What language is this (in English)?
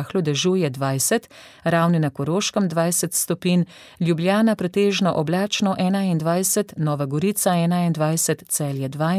Slovenian